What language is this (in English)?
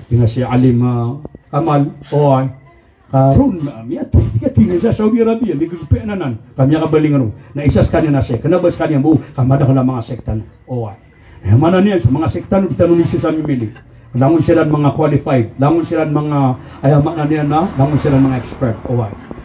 Maranao